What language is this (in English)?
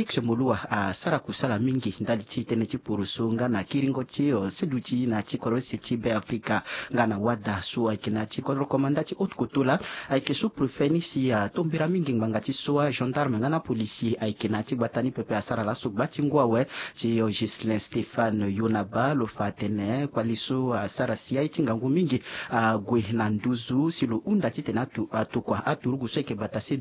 Sango